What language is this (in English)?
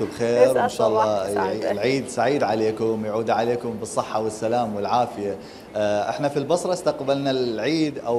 Mesopotamian Arabic